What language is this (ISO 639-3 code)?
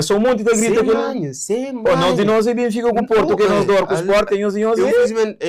kea